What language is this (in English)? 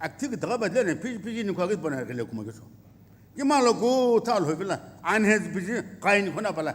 Sumi Naga